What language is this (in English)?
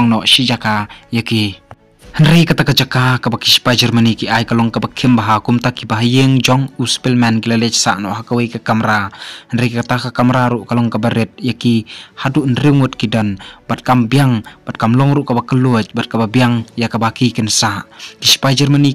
Khasi